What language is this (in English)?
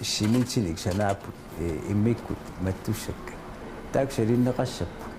Kalaallisut